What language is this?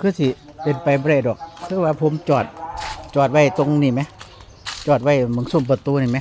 Lao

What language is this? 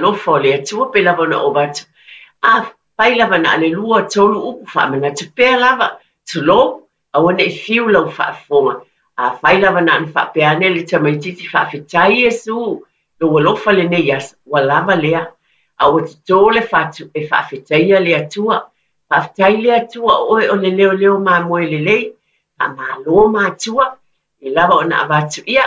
Samoan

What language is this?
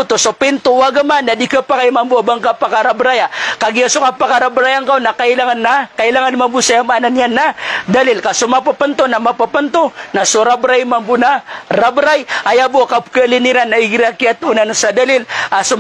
Maranao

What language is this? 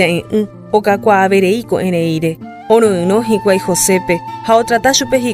Guarani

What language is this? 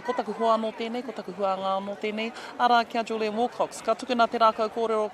Māori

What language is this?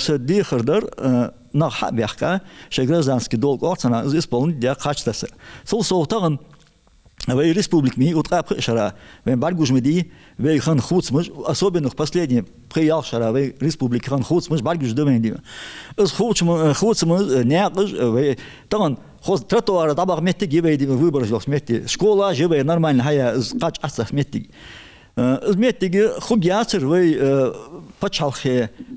Ingush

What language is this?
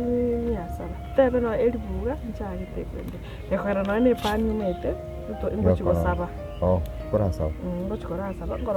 Gusii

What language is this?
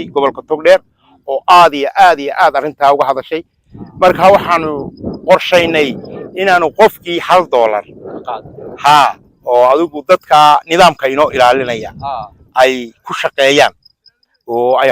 Somali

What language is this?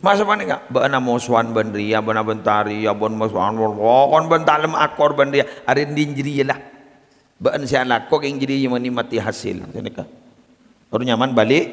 Madurese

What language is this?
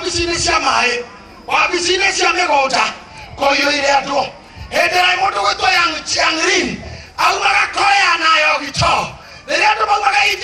Kikuyu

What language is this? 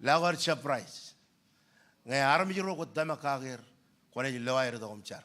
Marshallese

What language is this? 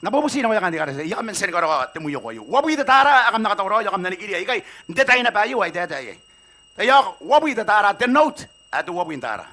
Gilbertese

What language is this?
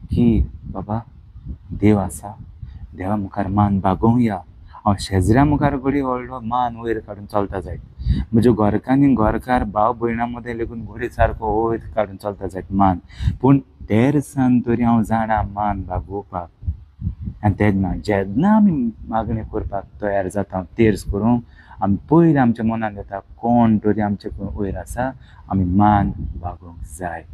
Konkani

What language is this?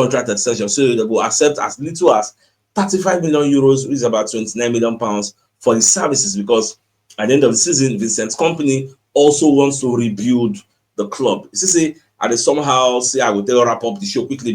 Nigerian Pidgin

